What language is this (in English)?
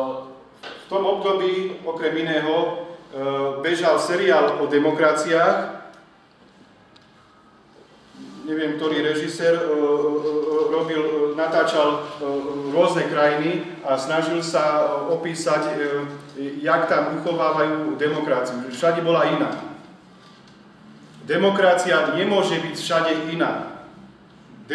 Slovak